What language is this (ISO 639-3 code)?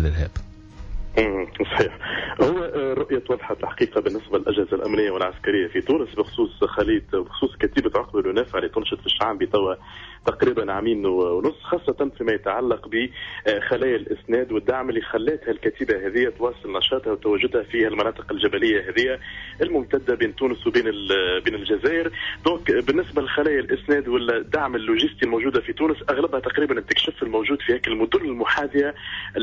aeb